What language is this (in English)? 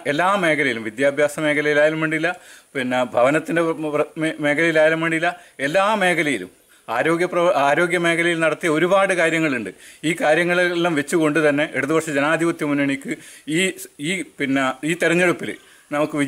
Malayalam